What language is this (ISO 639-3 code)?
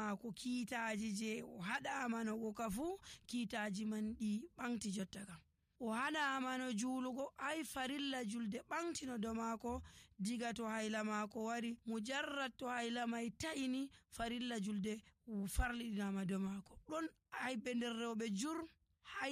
fuv